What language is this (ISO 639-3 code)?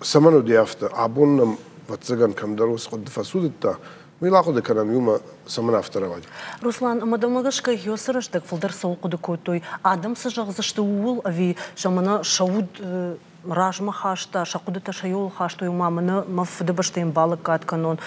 oss